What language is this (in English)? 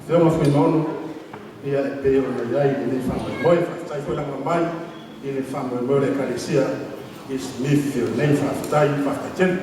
Samoan